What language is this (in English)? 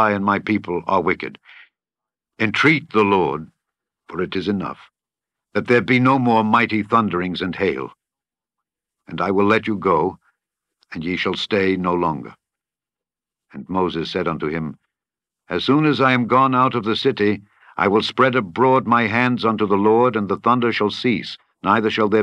English